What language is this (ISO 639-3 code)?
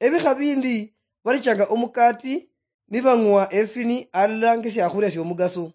luy